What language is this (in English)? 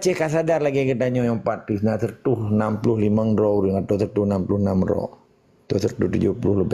Achinese